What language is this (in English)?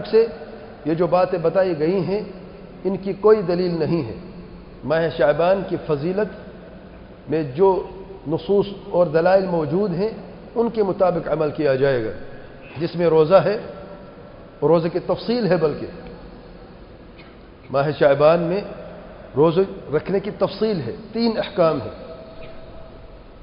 Urdu